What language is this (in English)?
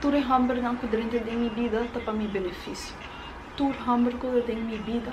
Papiamento